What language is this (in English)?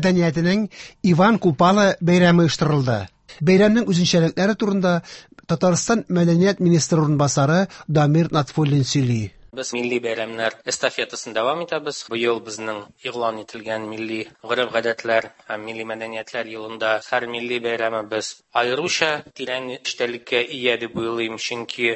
Tatar